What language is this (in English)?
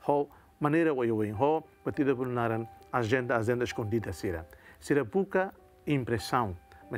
Tetum